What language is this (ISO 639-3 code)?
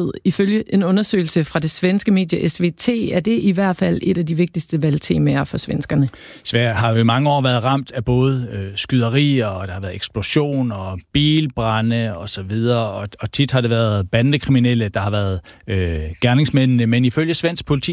dan